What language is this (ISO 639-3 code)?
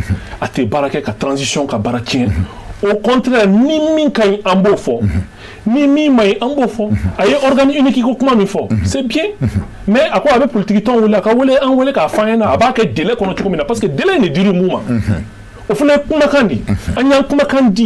bam